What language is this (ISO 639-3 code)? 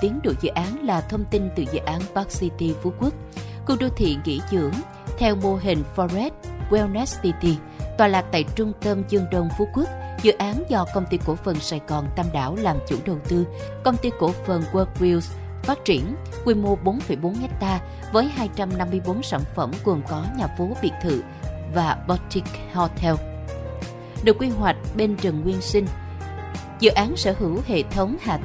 vie